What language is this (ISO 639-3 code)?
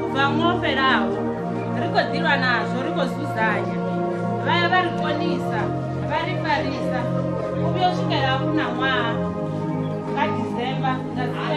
ven